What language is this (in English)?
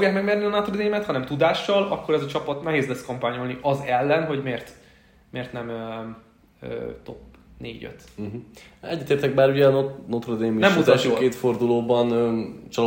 Hungarian